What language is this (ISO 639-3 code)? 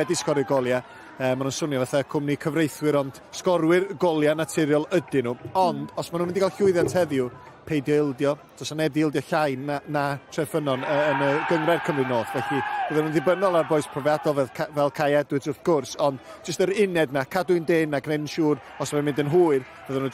cym